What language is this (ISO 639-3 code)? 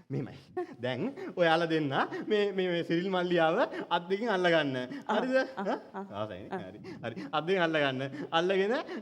sin